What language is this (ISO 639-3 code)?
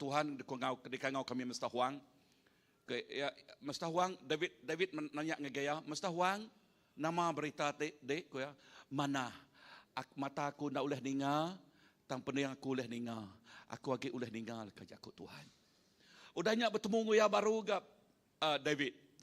iba